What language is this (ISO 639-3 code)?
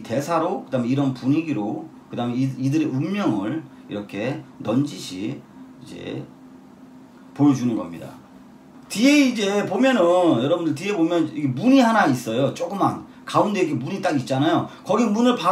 kor